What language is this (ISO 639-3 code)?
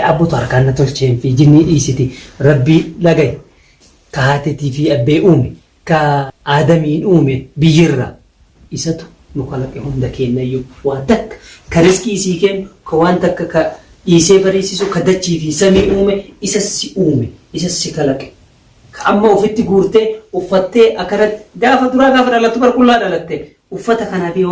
orm